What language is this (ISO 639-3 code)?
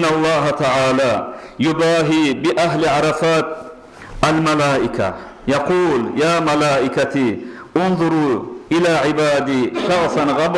kum